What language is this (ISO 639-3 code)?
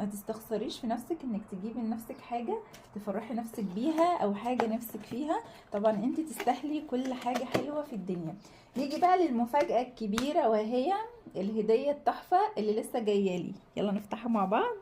arz